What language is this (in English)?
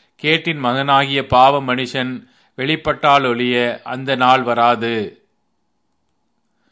Tamil